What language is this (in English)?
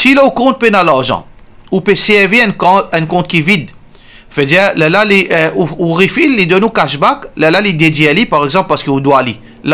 Morisyen